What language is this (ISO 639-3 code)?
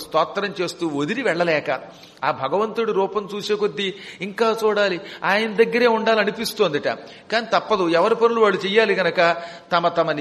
tel